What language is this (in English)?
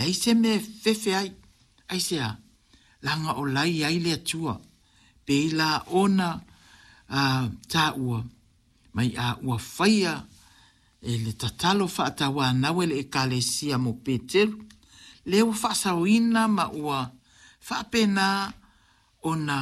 Samoan